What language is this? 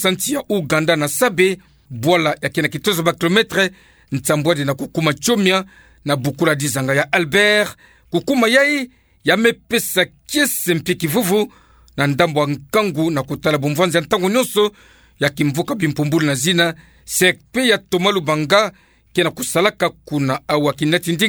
Kituba (Democratic Republic of Congo)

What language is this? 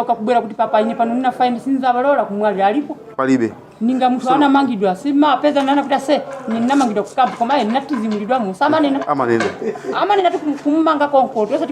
Nyanja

